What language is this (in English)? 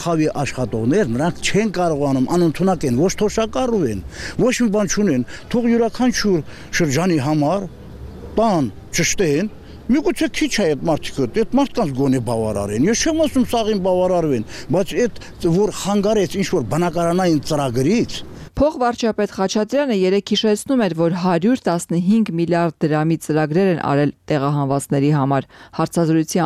Armenian